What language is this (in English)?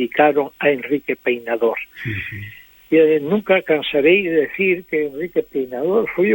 Galician